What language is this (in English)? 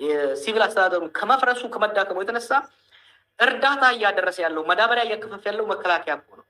Amharic